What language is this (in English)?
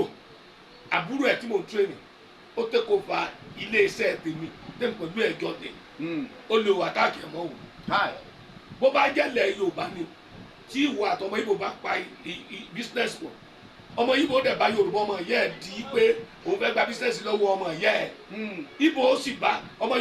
Yoruba